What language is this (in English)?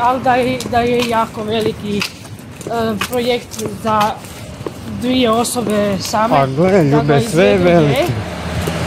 Croatian